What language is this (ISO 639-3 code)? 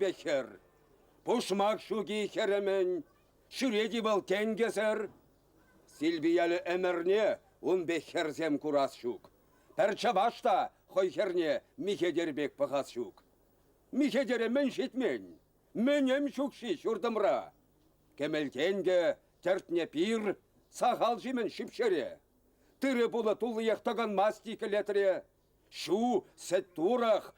chv